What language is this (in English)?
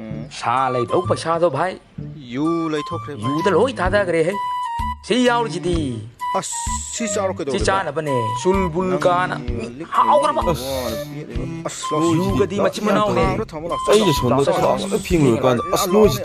Manipuri